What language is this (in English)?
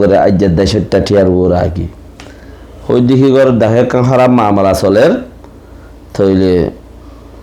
Rohingya